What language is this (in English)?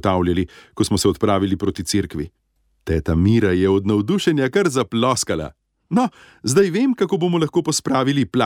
Slovenian